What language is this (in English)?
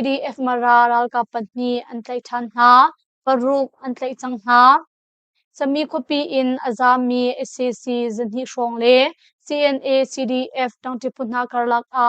Hakha Chin